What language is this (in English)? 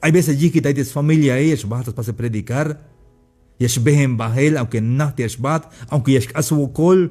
Tzeltal